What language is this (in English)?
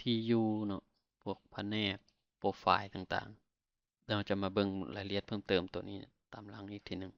Lao